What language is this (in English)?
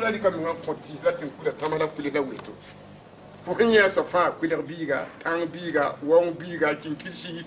Mossi